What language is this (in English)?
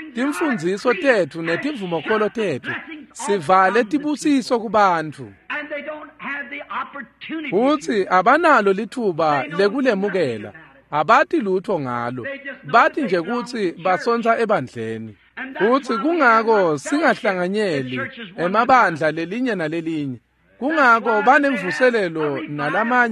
Swati